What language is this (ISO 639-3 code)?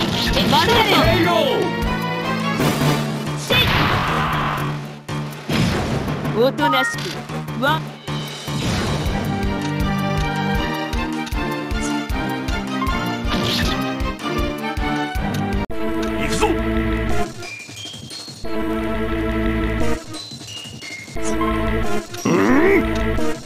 jpn